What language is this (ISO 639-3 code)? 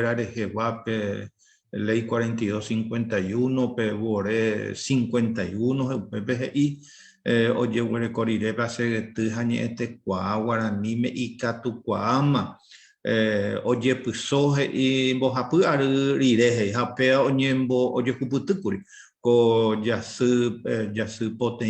grn